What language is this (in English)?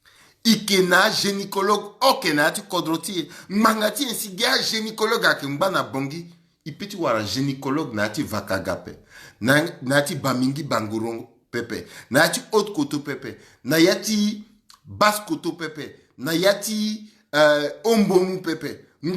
Sango